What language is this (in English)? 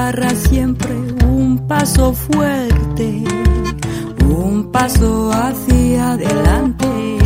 Spanish